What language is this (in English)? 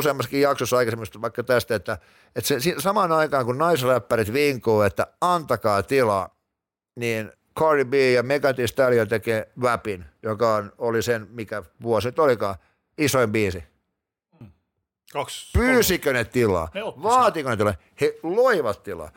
Finnish